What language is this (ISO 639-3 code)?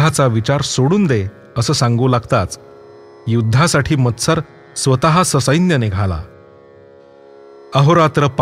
mar